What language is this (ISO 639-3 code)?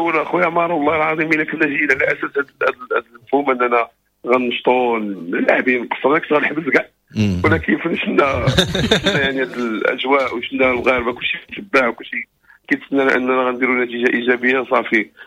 ary